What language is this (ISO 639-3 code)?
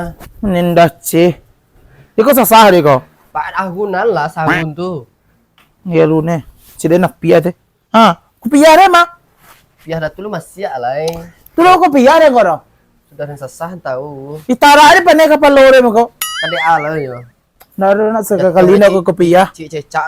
min